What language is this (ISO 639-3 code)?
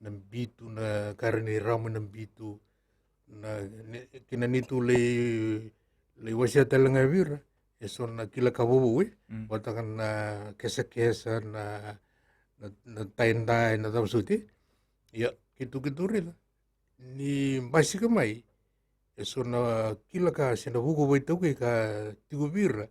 fij